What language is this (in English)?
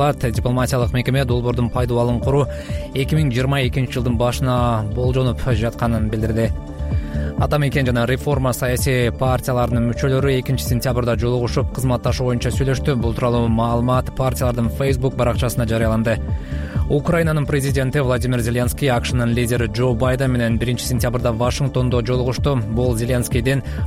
Kyrgyz